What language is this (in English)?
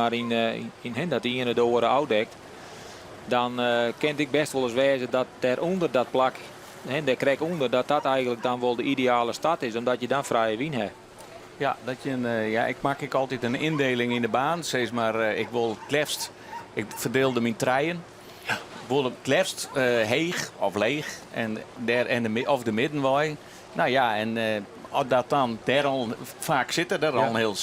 Western Frisian